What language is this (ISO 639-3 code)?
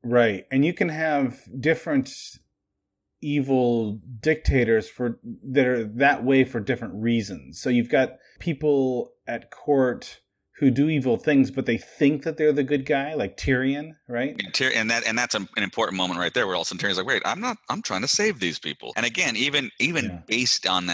eng